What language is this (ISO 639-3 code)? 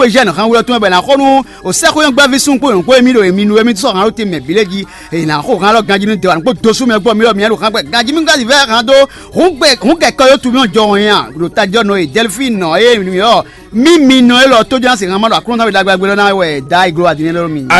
fon